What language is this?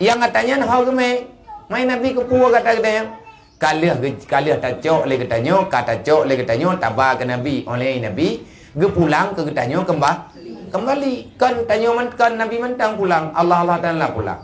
Achinese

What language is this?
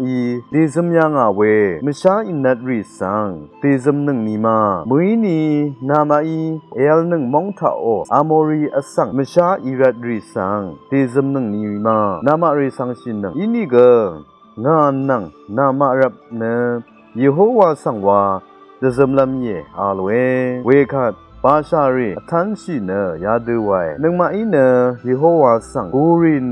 Rawang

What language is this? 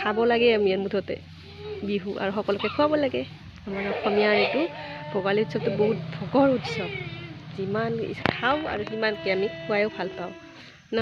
Assamese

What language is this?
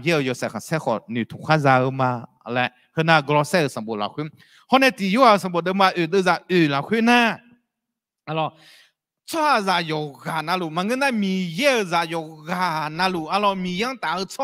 Akha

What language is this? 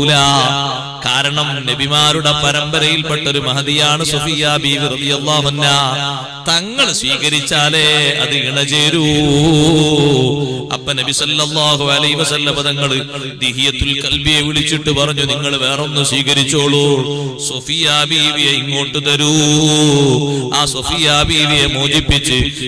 Malayalam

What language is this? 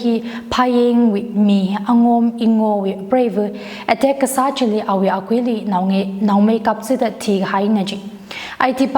Tangkhul Naga (India)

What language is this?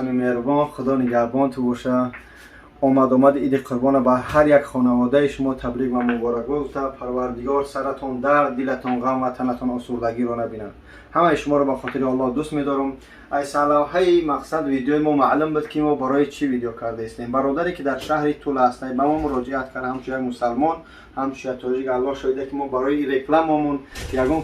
Tajik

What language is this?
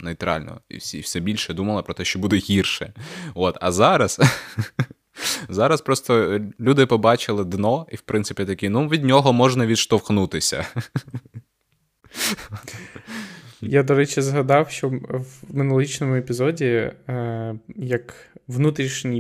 Ukrainian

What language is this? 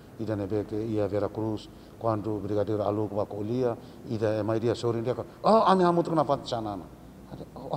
Tetum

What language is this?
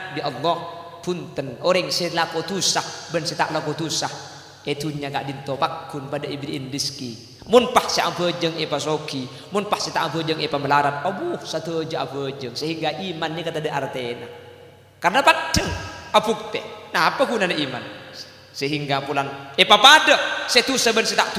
Madurese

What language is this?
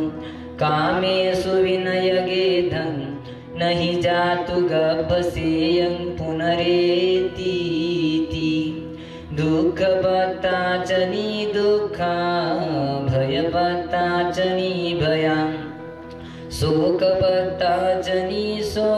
Marathi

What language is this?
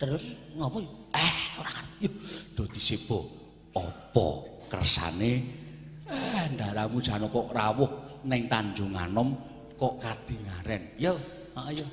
Javanese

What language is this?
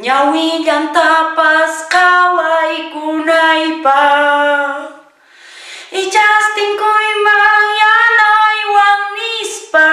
Quechua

